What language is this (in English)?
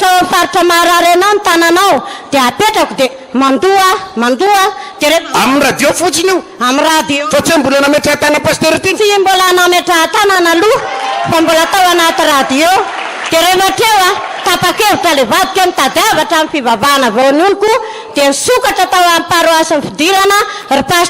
Malagasy